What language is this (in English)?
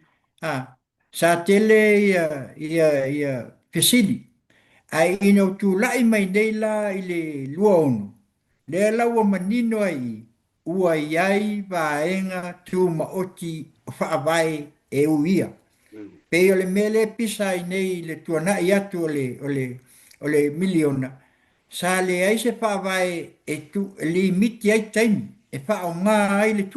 Samoan